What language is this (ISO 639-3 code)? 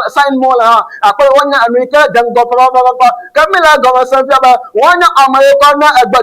ewe